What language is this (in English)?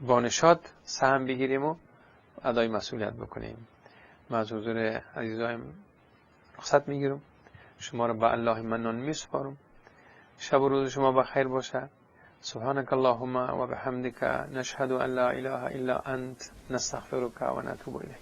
Persian